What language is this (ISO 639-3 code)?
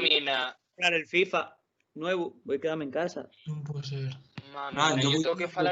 ast